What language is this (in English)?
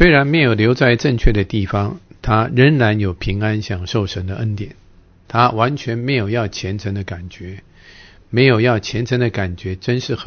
Chinese